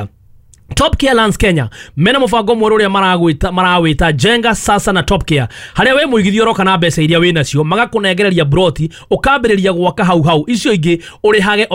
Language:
Kikuyu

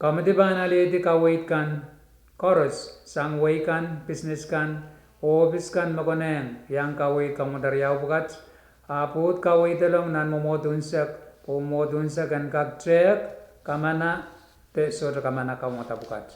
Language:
Pohnpeian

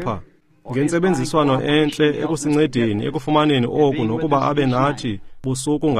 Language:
Xhosa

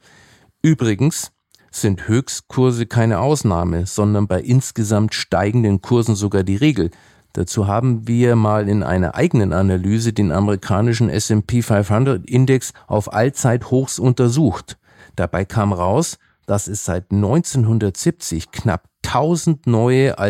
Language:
German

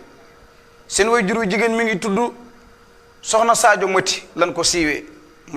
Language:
Wolof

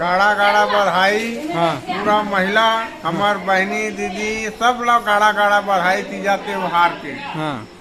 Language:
Chhattisgarhi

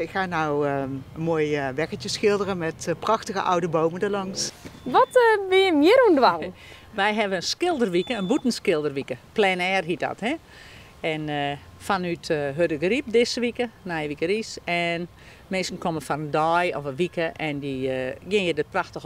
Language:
Western Frisian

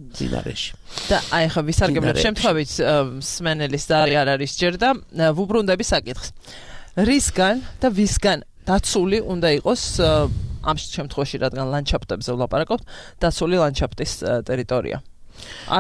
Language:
Georgian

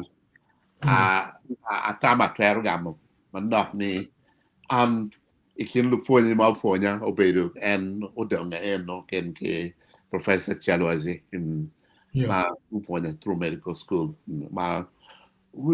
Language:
Acoli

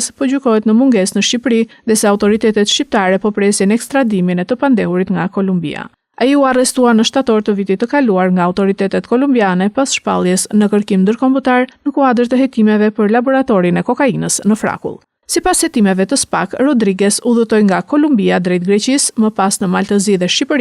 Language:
Albanian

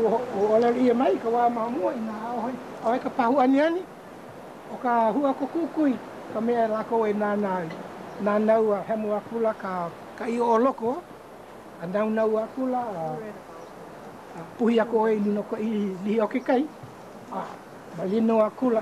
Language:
Hawaiian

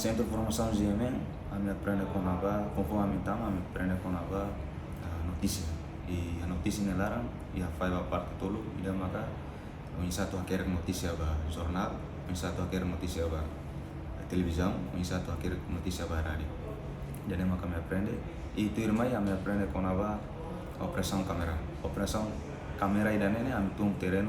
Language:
Tetum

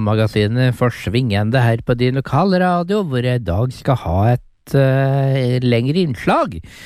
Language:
Norwegian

